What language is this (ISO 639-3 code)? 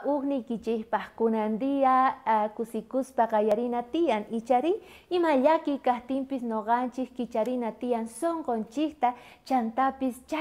quh